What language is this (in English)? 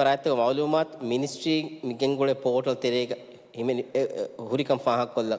Divehi